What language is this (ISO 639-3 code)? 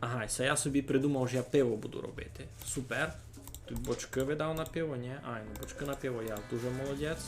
rue